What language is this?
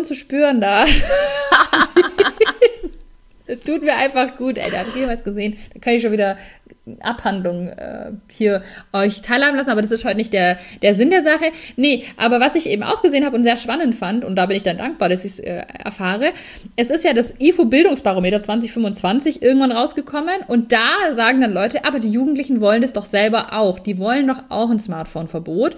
German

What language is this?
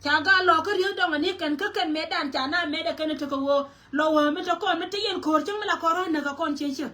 Nuer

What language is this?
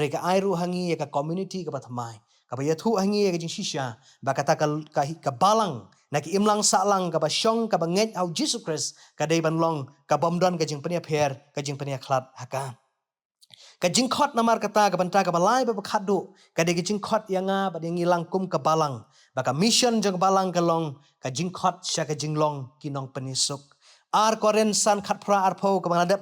Khasi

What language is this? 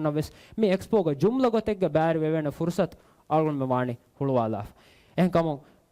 Divehi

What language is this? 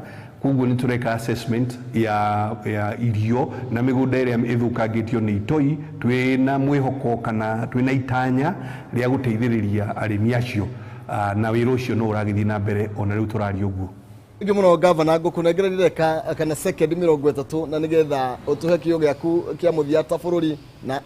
Kikuyu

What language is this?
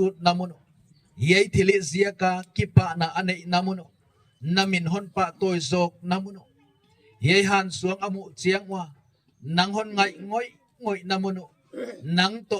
Gangte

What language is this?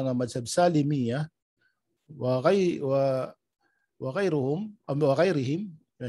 Tausug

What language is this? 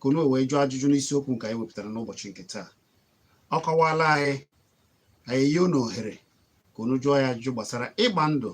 Igbo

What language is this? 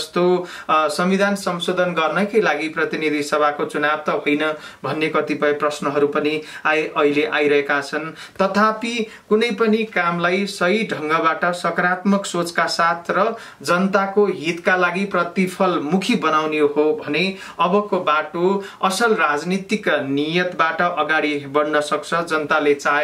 Nepali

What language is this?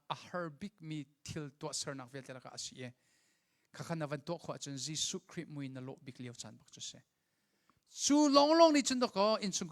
Hakha Chin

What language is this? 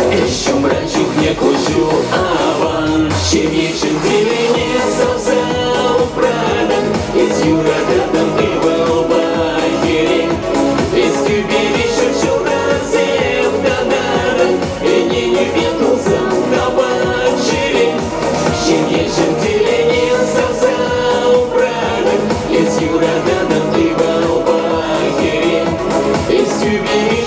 Chuvash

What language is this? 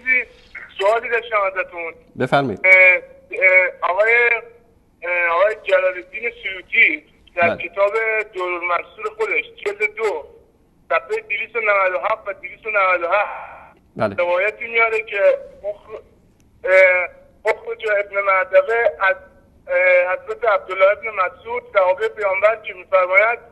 Persian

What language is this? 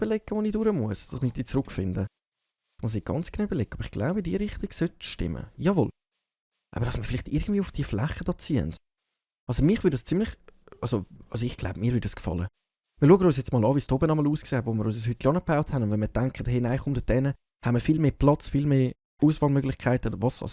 Swiss German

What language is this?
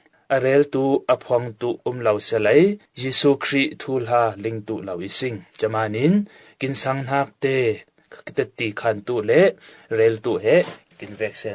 Falam Chin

